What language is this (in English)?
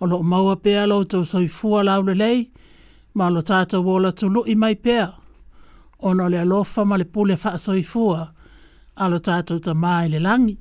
Samoan